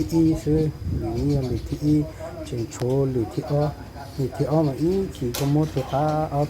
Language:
Hmong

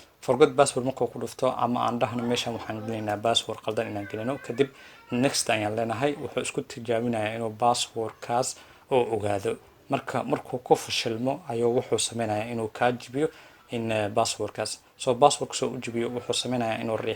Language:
Somali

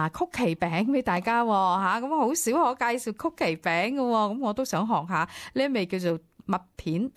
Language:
Cantonese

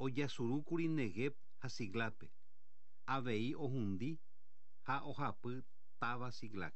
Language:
Guarani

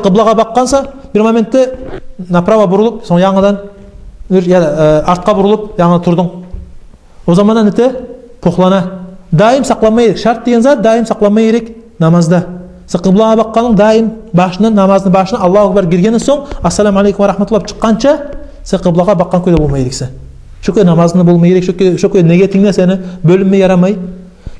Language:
Kumyk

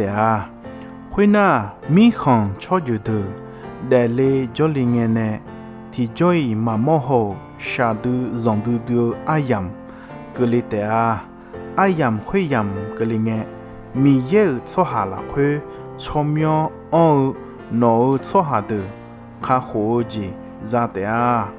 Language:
Akha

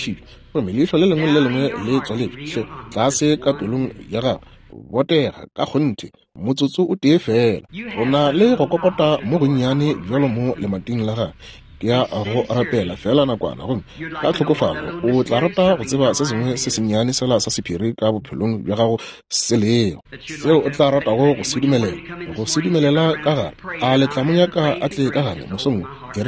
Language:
Northern Sotho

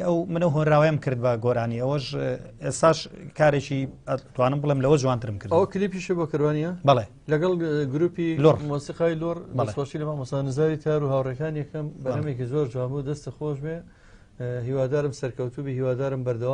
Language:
Central Kurdish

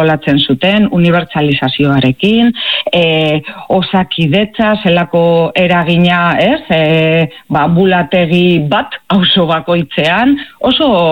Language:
Basque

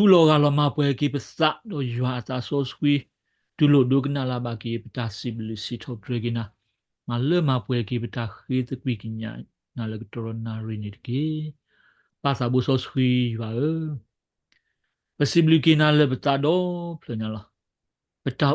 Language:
S'gaw Karen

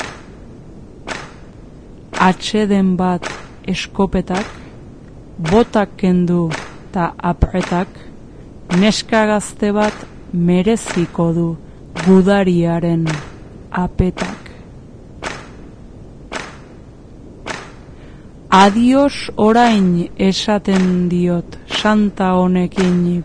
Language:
Basque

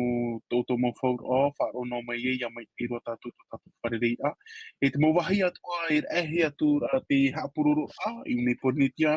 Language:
Tahitian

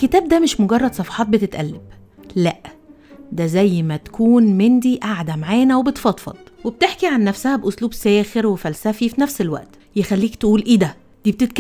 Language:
Egyptian Arabic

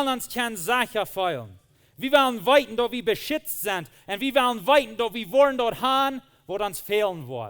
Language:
Plautdietsch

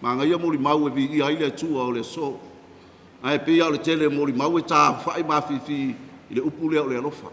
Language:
Samoan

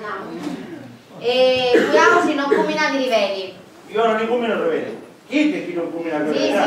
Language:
Sicilian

